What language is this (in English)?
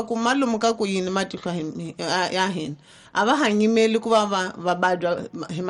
Tsonga